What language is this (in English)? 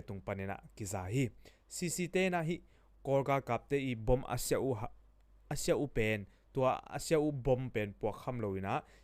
Tedim Chin